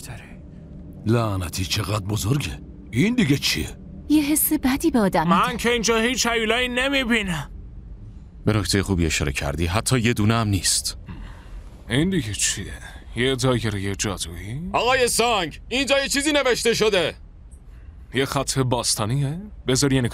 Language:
Persian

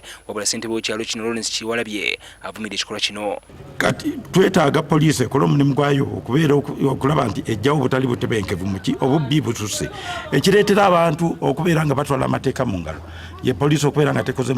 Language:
Ganda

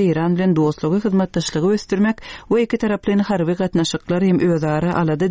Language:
Turkmen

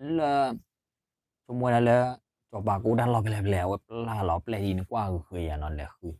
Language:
S'gaw Karen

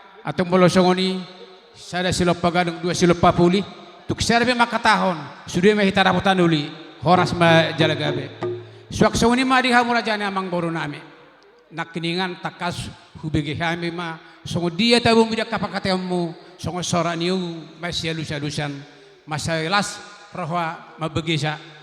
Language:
Batak Toba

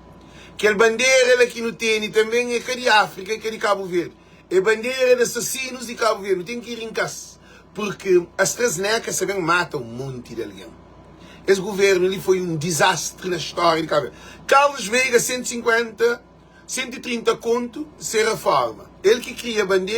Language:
Kabuverdianu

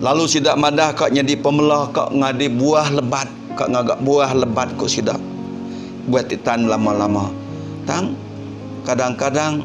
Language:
Iban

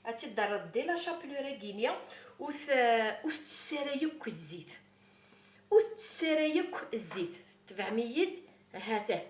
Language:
Kabyle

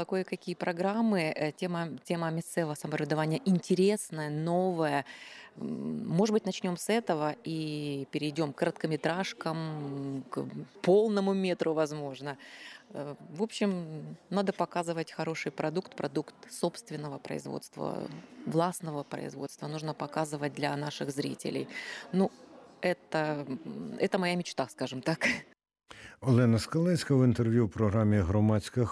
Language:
Ukrainian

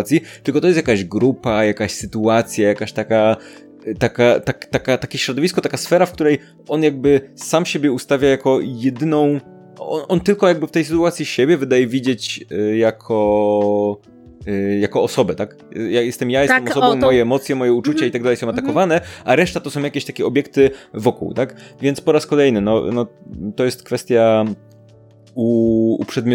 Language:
Polish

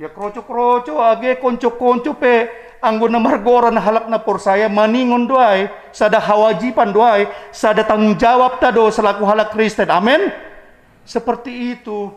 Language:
Batak Simalungun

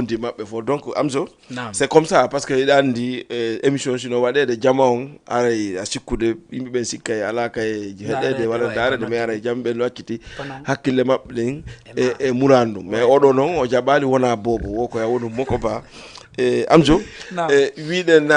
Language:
Fula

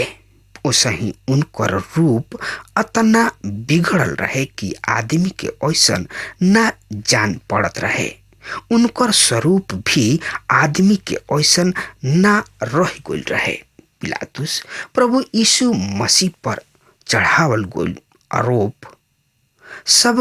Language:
Bhojpuri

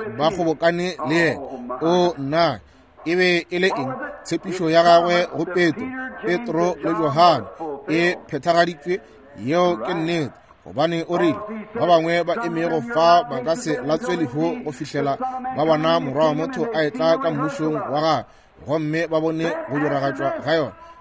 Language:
Northern Sotho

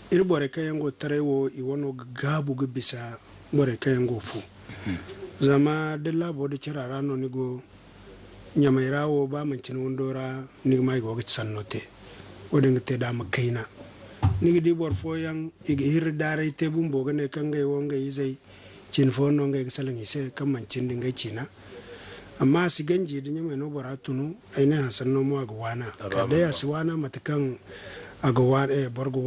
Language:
Zarma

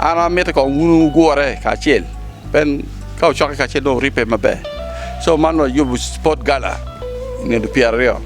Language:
Acoli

